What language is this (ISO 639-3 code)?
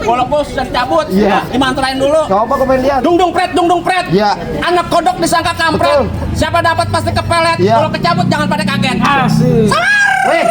bew